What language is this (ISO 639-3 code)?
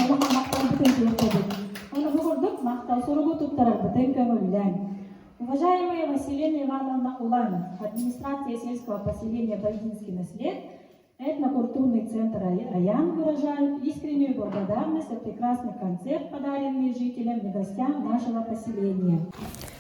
sah